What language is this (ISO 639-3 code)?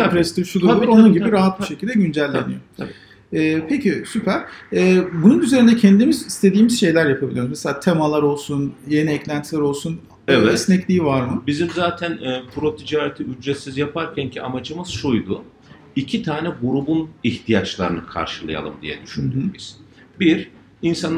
tur